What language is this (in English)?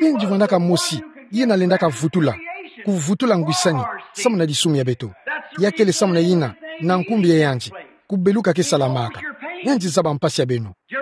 Kituba (Democratic Republic of Congo)